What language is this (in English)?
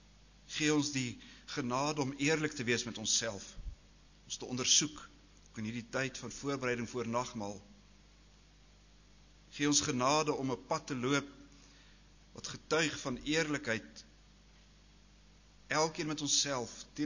Afrikaans